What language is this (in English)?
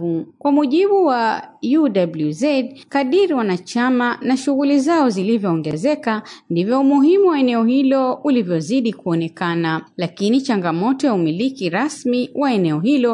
Swahili